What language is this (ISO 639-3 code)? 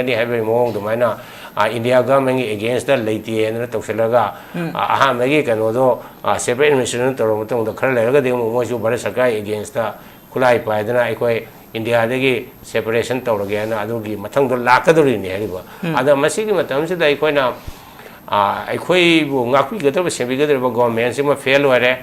mni